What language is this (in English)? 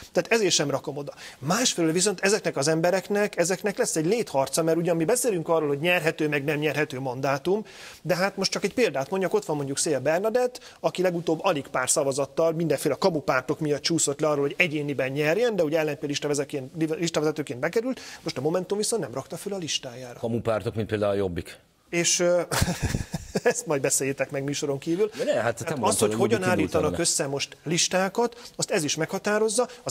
Hungarian